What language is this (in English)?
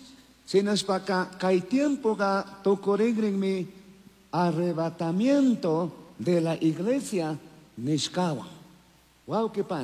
Chimborazo Highland Quichua